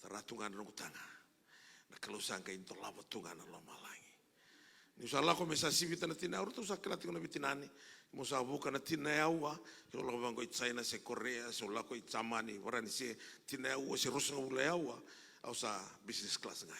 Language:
Fijian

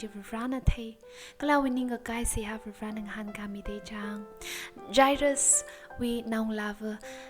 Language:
Tangkhul Naga (India)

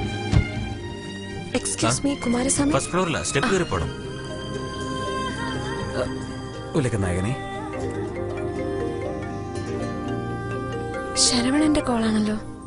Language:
Malayalam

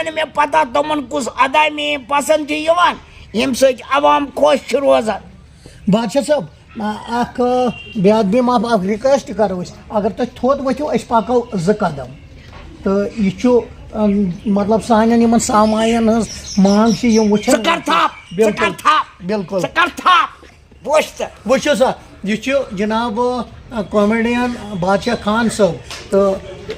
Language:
Kashmiri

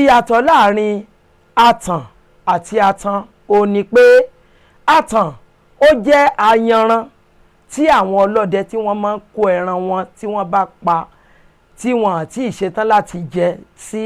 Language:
Yoruba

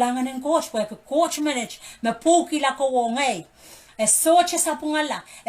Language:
Pohnpeian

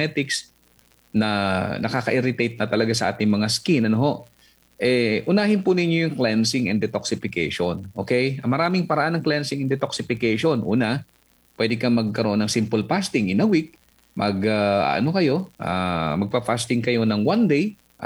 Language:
Filipino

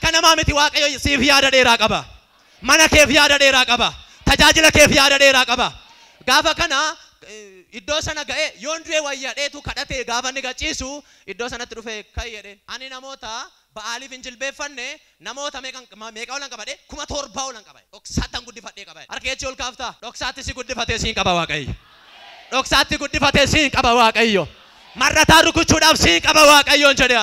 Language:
Oromo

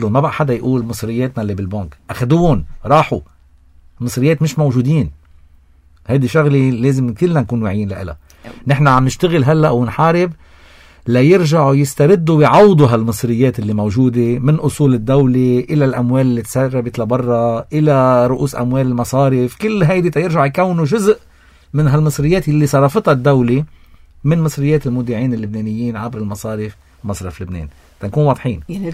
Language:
North Levantine Arabic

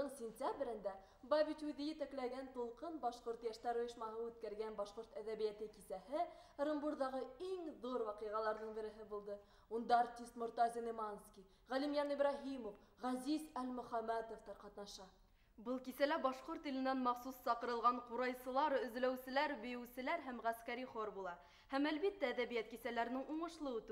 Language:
Bashkir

